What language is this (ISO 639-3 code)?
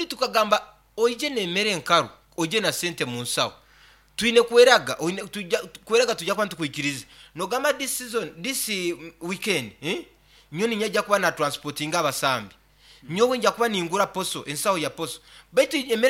nyn